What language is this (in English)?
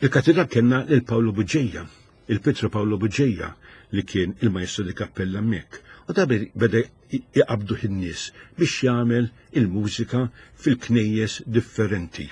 Maltese